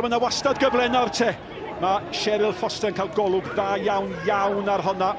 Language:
Welsh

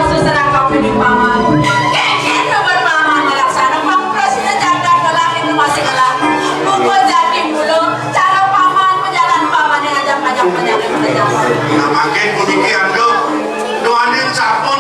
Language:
Balinese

